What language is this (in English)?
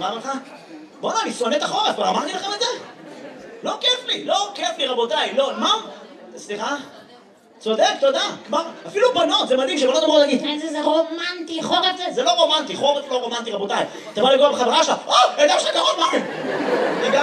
Hebrew